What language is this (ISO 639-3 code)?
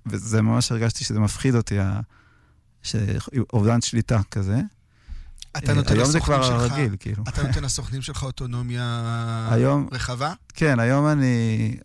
heb